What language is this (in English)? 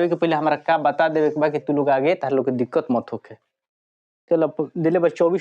Bhojpuri